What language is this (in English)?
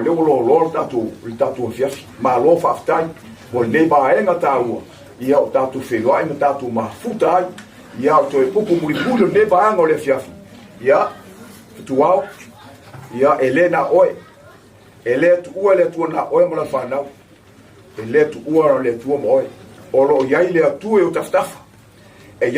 Samoan